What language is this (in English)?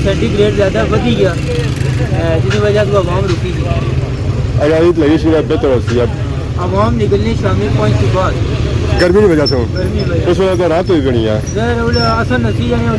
Pahari-Potwari